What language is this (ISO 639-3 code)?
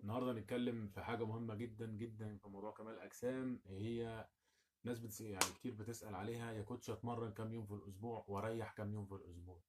arz